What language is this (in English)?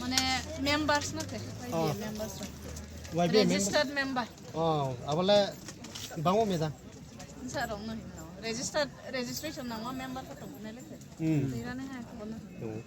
Riang (India)